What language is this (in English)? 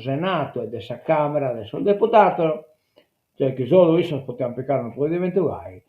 Sardinian